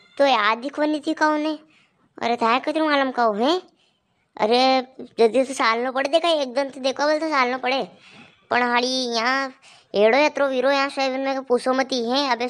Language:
Rajasthani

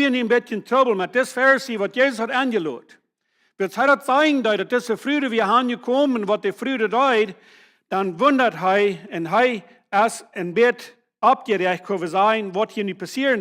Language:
Plautdietsch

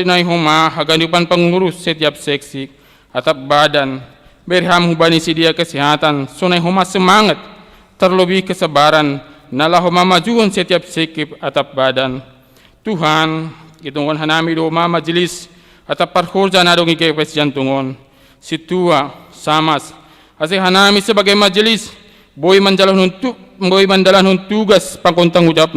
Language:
Batak Simalungun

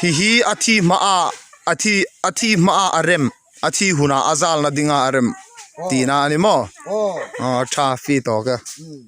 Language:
Hmar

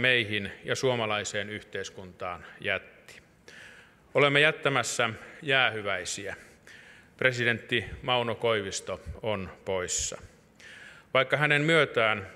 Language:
Finnish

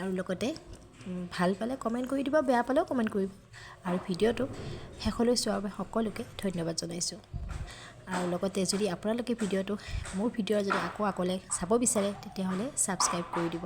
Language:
Assamese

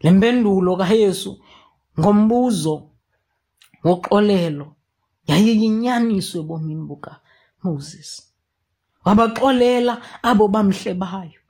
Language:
Xhosa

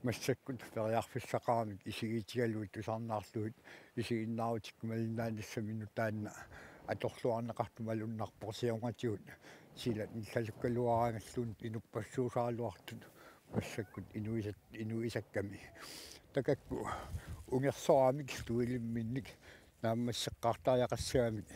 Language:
Kalaallisut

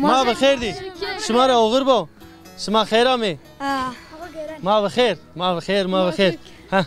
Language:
Zaza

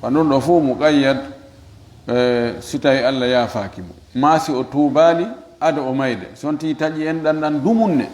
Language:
Fula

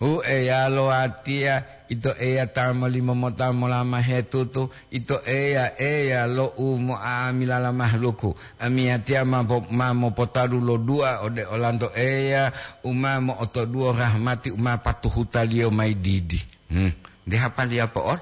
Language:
Gorontalo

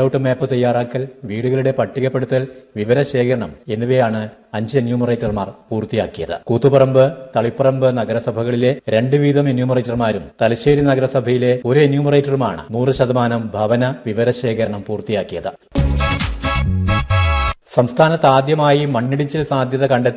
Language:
Malayalam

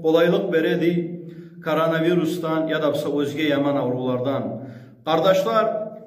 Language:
Kumyk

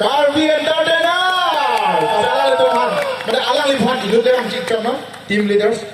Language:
Karbi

